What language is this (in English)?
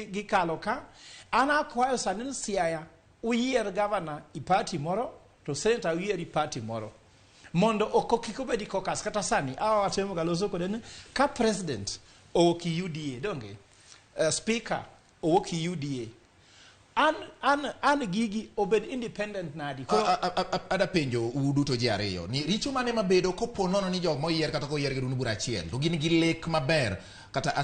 Luo (Kenya and Tanzania)